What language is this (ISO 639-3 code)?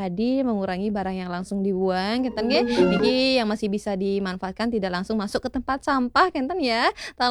ban